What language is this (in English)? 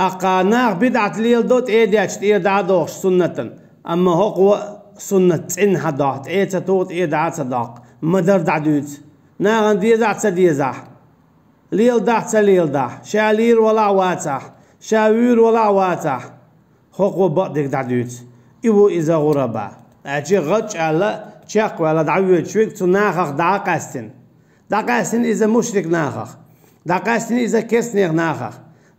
Chechen